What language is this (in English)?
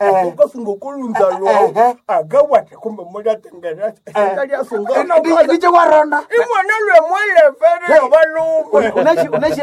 Nande